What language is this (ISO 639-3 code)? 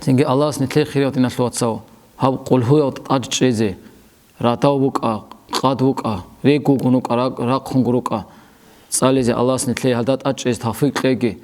ava